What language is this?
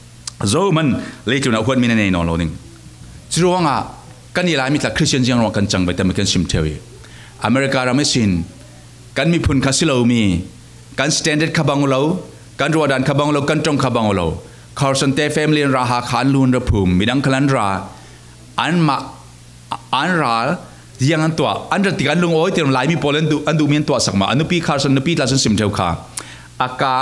Falam Chin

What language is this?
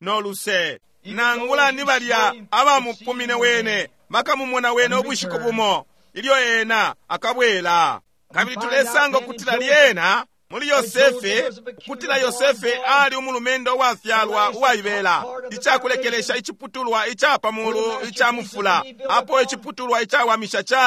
Bemba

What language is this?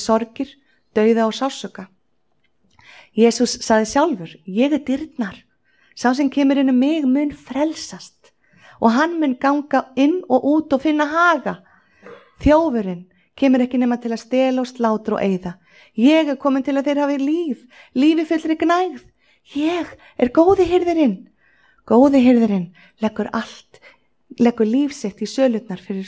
Icelandic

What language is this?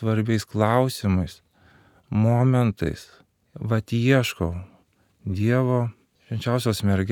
Lithuanian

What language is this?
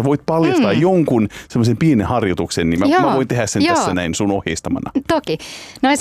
Finnish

